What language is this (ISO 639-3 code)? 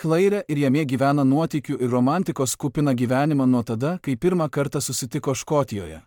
lit